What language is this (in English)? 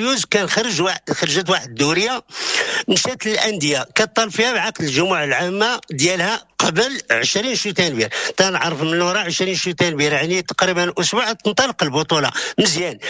Moroccan Arabic